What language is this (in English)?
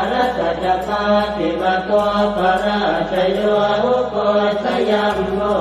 Pali